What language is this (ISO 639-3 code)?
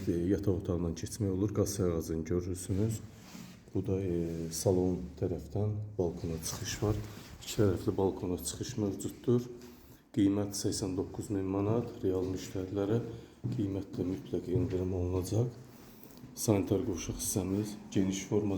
aze